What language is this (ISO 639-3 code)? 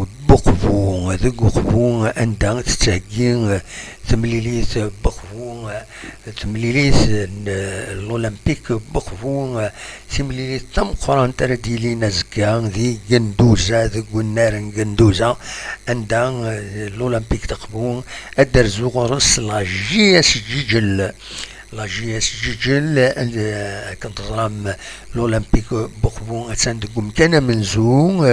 kab